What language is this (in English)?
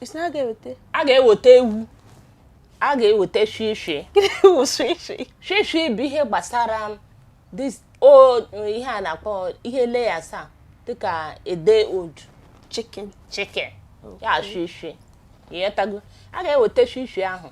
Igbo